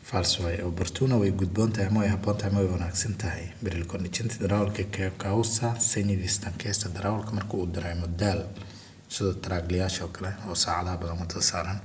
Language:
Somali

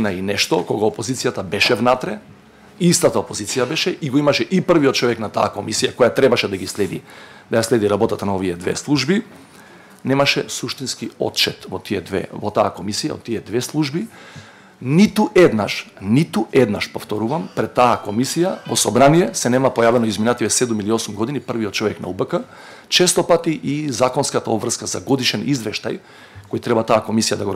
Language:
Macedonian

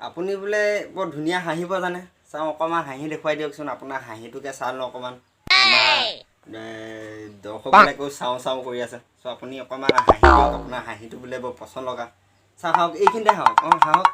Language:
Assamese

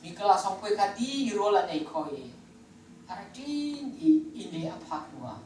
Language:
Hakha Chin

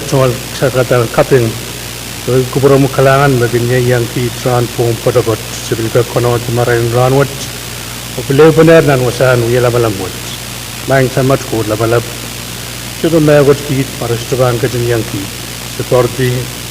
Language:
Pohnpeian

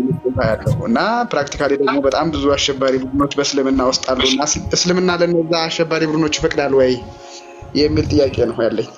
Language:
Amharic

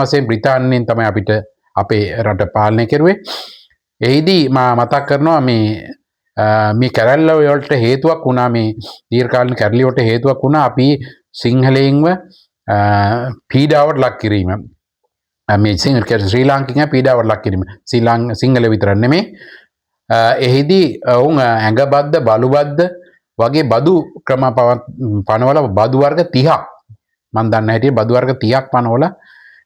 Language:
Sinhala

